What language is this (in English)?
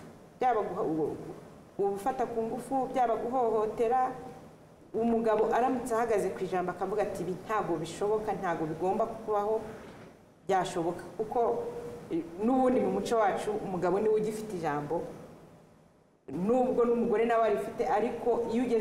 Kinyarwanda